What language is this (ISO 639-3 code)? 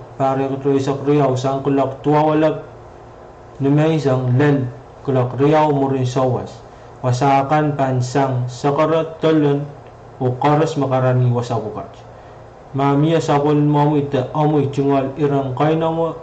pon